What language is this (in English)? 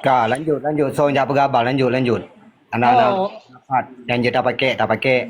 Achinese